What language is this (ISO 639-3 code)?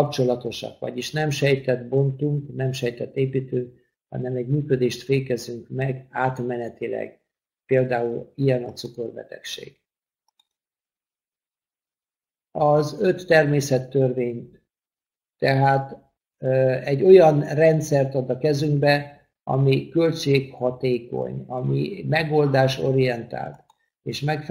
hun